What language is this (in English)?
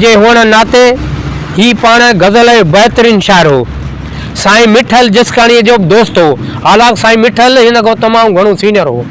Sindhi